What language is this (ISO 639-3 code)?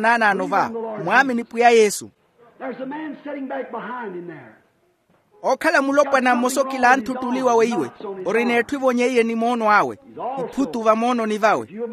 vmw